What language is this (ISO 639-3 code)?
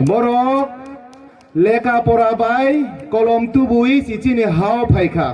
trp